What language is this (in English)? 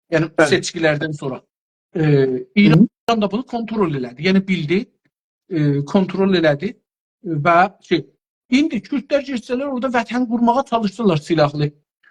South Azerbaijani